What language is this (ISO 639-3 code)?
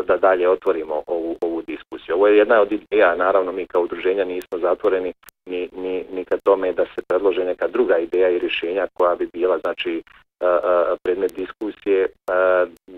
bos